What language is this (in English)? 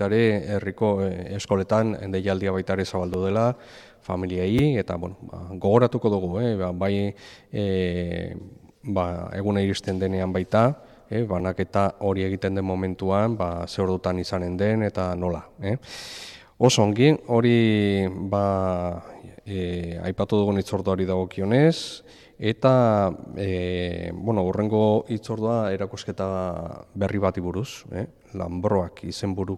Basque